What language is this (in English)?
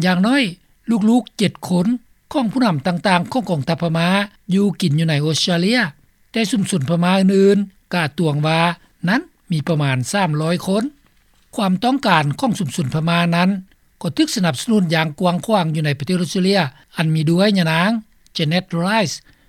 Lao